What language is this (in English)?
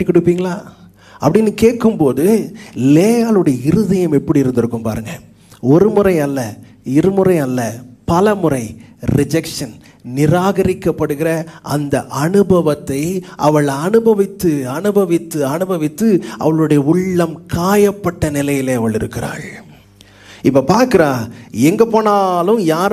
Tamil